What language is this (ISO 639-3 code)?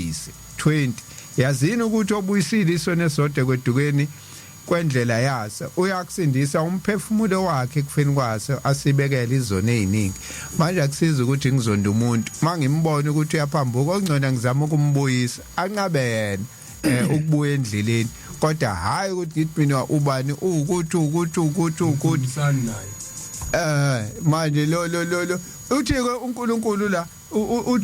zul